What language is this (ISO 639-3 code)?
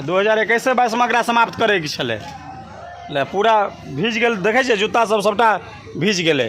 mai